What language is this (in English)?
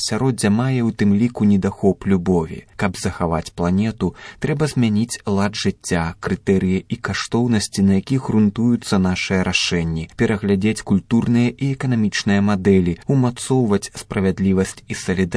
Belarusian